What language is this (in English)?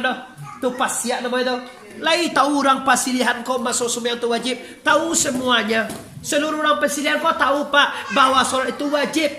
Minangkabau